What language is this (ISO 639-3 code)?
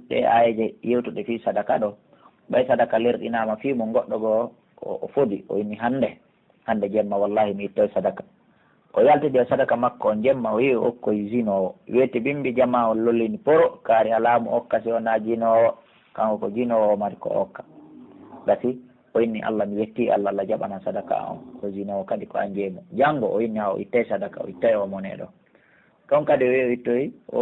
fuf